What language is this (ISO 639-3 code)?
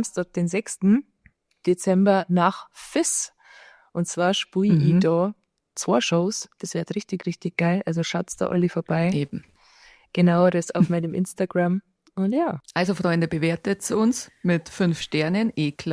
bar